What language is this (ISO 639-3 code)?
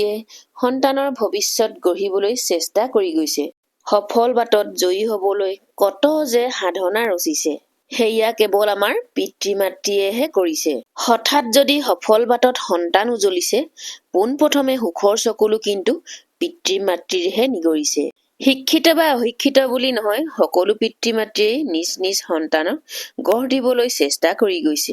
asm